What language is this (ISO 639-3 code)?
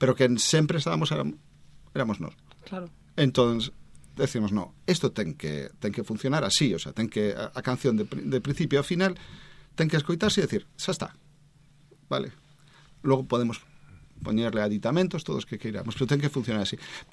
glg